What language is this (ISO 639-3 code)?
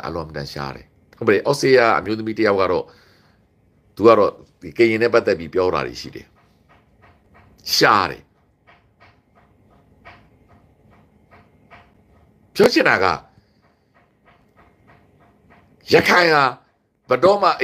mya